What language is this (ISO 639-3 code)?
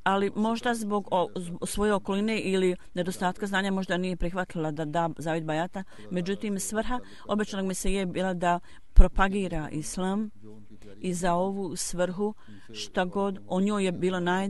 bos